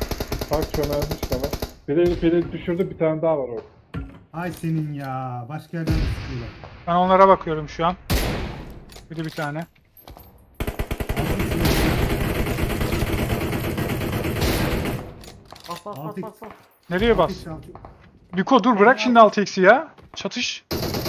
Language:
Turkish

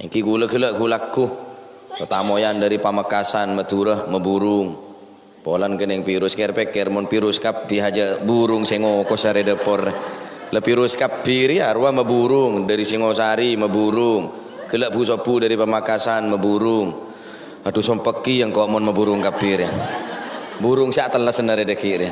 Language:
Madurese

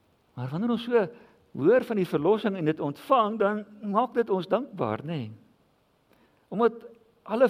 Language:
Afrikaans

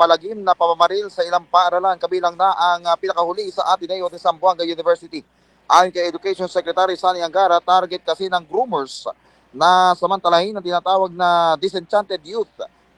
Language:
Filipino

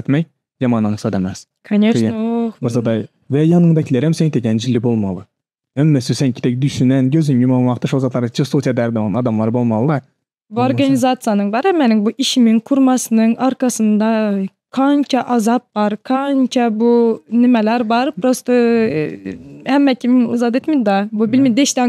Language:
Turkmen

